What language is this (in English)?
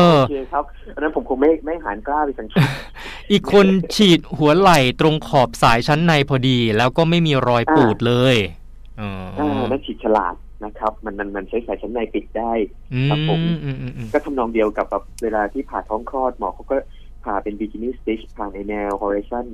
Thai